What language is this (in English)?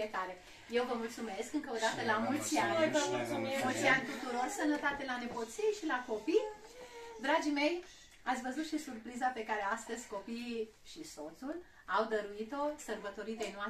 Romanian